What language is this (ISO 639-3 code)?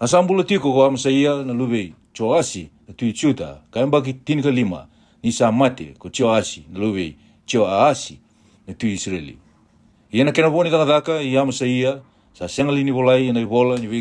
fij